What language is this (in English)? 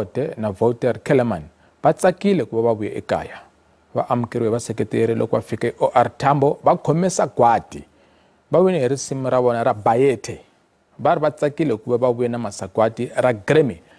Tsonga